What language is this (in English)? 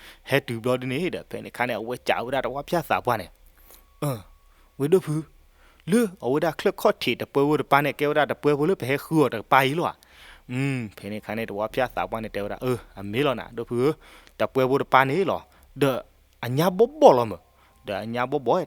S'gaw Karen